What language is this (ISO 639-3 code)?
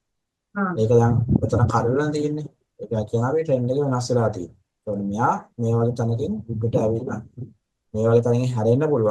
sin